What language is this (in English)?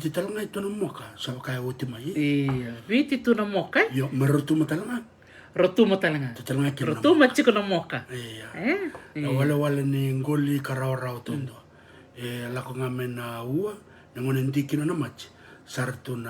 Fijian